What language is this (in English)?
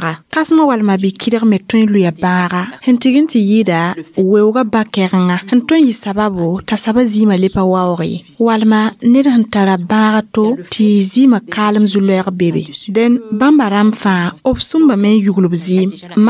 Mossi